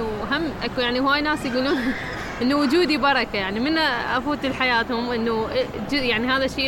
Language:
Mesopotamian Arabic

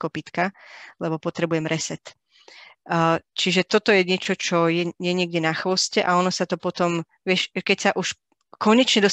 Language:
Slovak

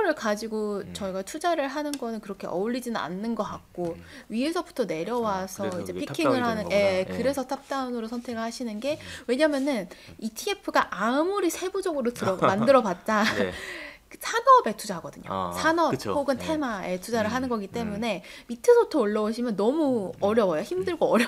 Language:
Korean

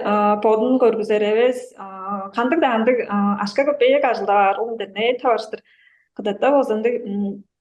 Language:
Tuvinian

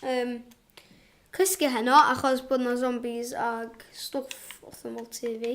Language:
Welsh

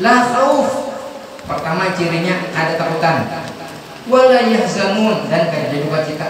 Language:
Banjar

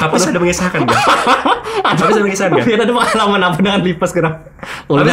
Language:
Banjar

